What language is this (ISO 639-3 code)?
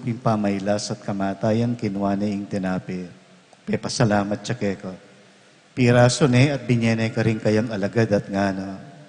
pam